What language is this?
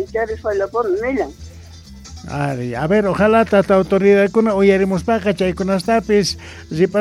Quechua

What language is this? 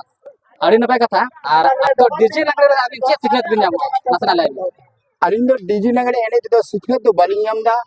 Santali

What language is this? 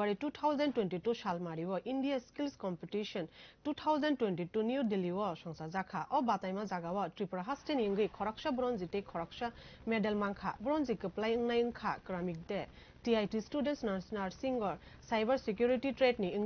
Kok Borok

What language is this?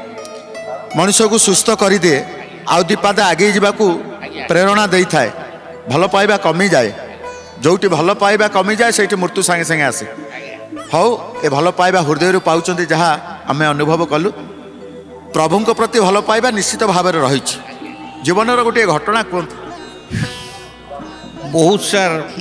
Odia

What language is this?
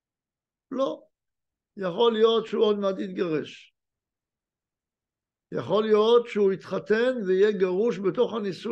Hebrew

